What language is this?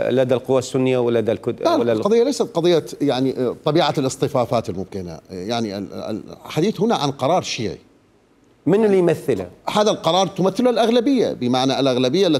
Mesopotamian Arabic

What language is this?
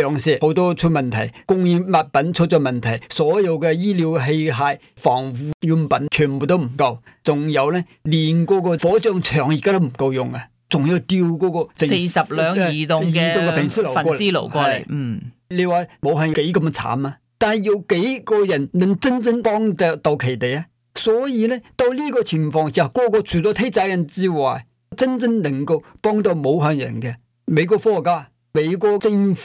Cantonese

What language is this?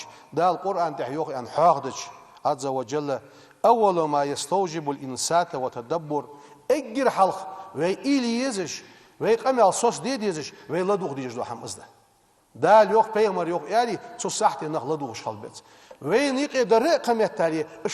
Ingush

